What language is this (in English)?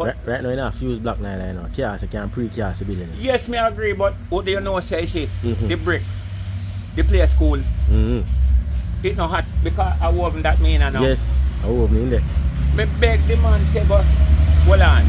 Jamaican Creole English